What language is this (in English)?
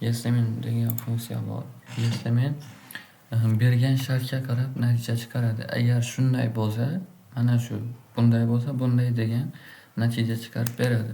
Uzbek